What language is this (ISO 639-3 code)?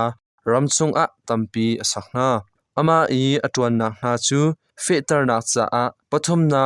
cnh